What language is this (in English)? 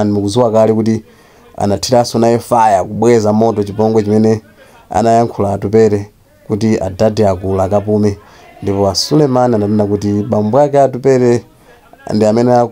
Nyanja